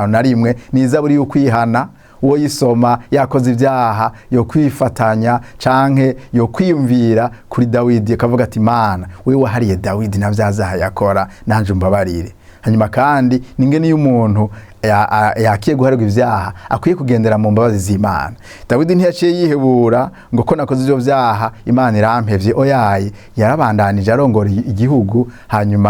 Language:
Rundi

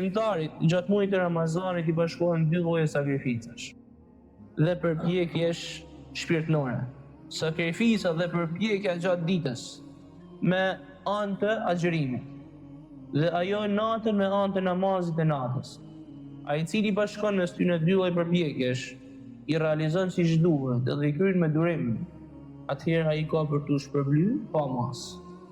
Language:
Albanian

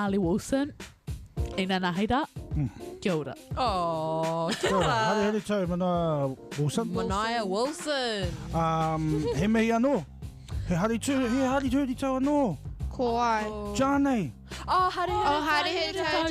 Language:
Māori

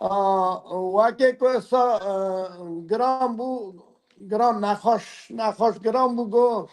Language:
Kurdish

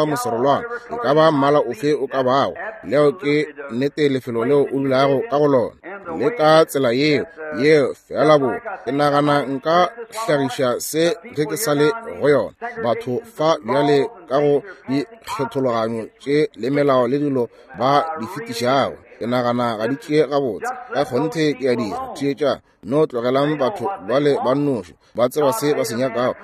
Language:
Northern Sotho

